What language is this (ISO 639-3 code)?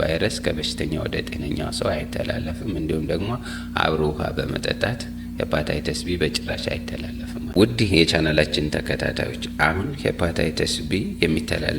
amh